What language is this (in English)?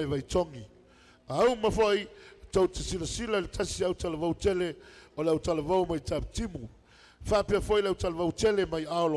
Samoan